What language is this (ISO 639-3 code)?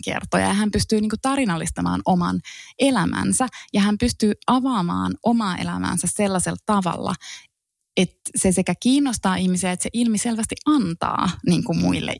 fin